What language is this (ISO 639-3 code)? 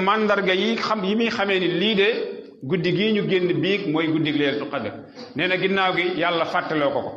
wol